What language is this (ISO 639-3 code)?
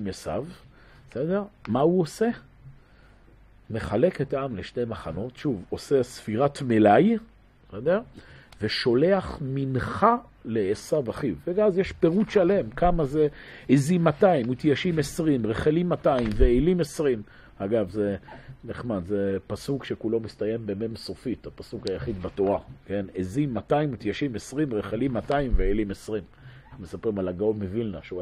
heb